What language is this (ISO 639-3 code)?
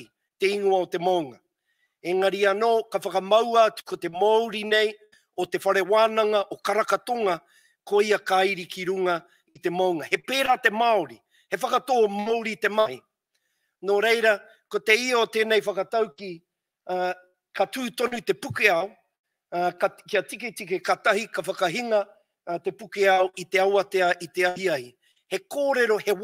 mri